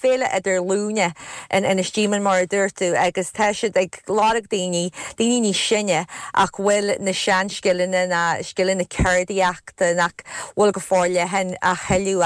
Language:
Irish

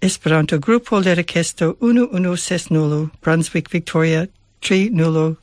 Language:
Esperanto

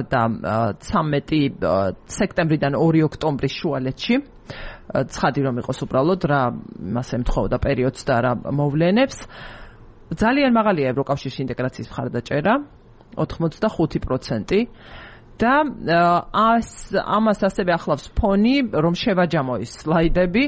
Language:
Georgian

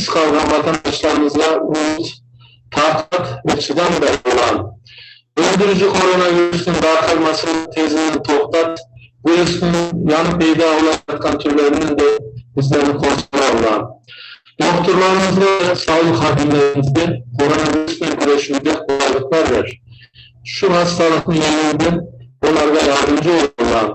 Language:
Crimean Tatar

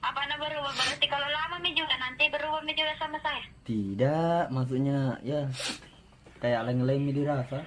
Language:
Buginese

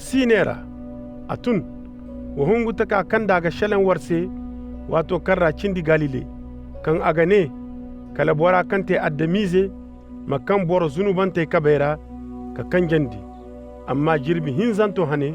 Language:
Koyraboro Senni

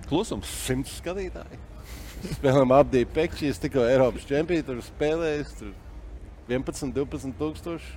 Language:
Latvian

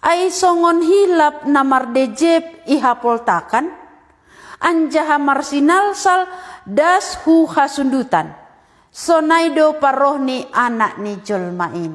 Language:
Batak Simalungun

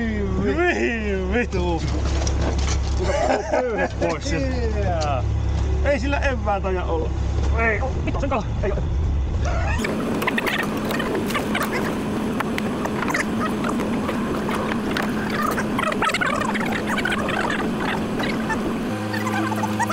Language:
Finnish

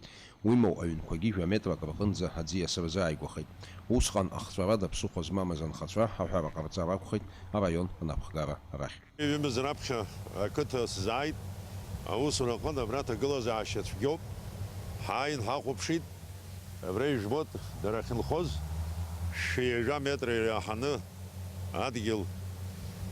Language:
Abkhazian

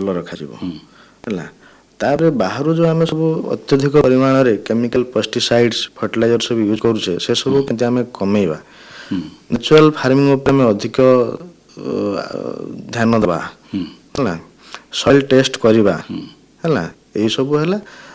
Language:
Odia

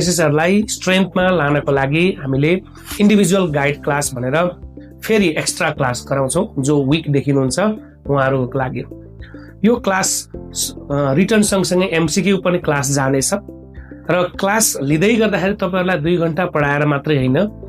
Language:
Nepali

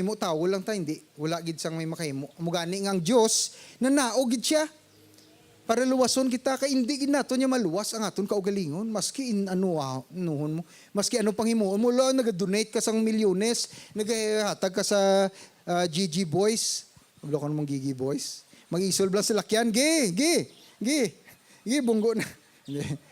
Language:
Hiligaynon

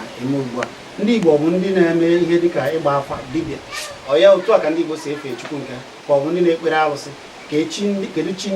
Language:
Igbo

